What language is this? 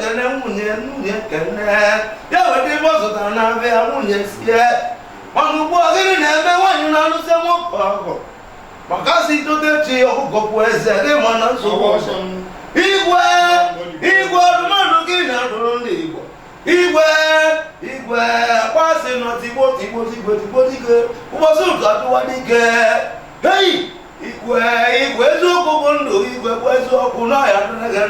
Igbo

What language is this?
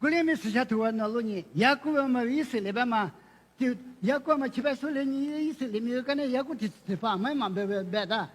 Lisu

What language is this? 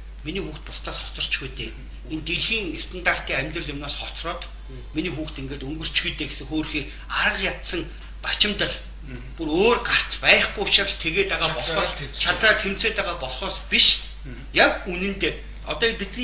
Mongolian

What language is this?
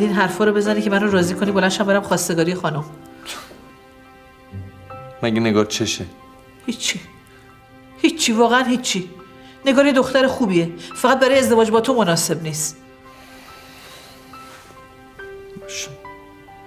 Persian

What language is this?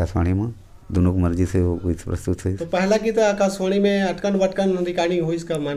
Chhattisgarhi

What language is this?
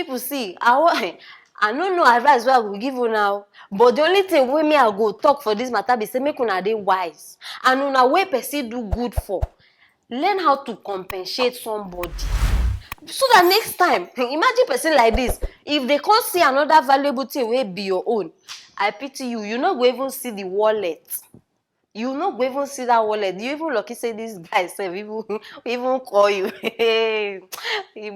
Nigerian Pidgin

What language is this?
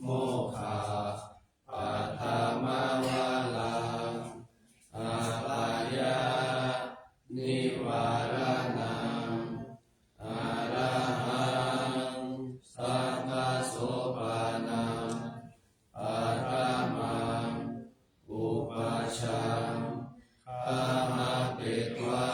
Pali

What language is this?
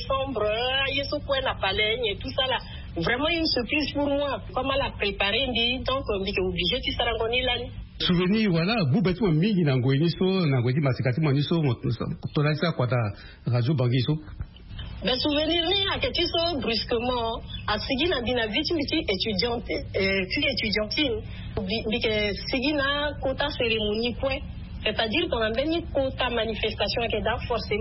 French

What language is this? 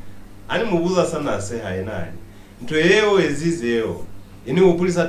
Lozi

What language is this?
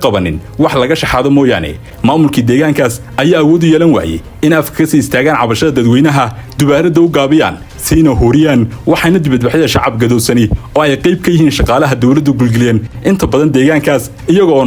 Somali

